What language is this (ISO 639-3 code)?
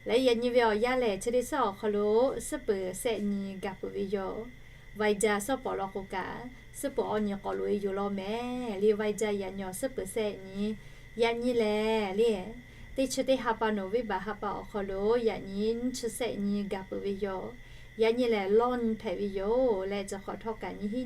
lhu